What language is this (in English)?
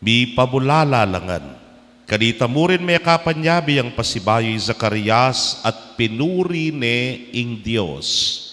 Pampanga